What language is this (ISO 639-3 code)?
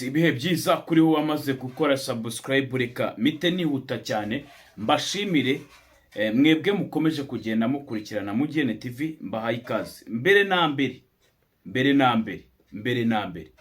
kin